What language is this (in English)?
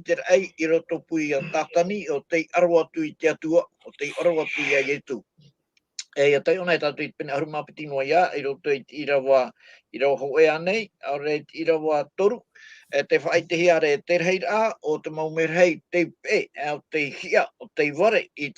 Tahitian